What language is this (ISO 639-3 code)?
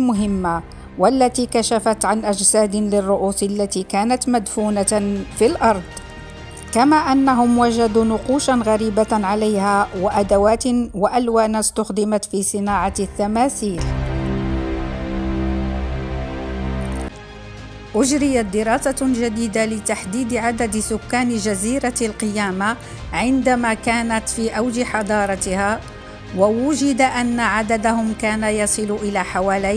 ara